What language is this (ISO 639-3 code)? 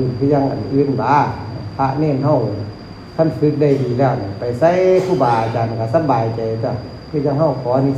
tts